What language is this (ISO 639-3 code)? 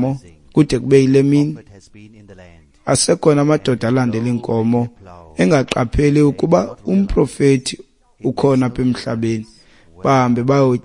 xho